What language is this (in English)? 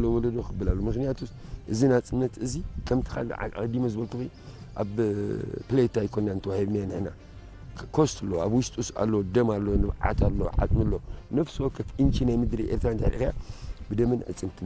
Tigrinya